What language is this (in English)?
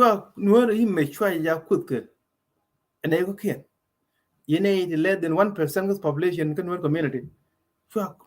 Nuer